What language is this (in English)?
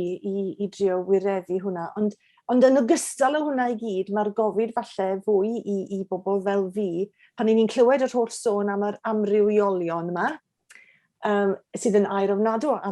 Welsh